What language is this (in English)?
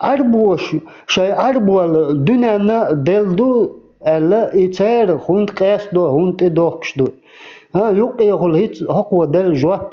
Chechen